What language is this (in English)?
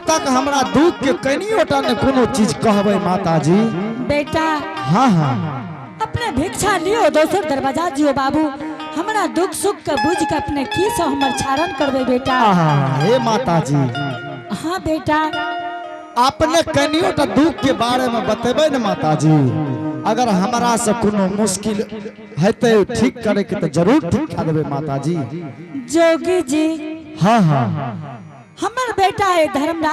Angika